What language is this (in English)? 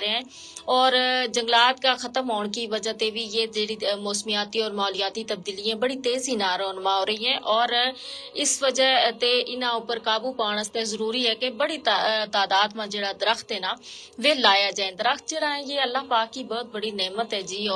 Gujari